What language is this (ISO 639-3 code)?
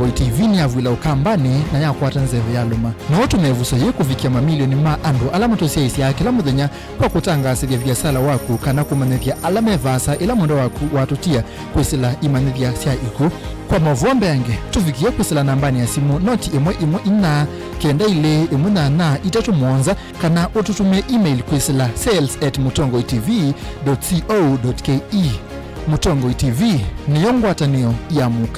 kam